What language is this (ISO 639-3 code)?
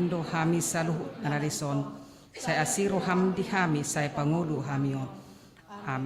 bbc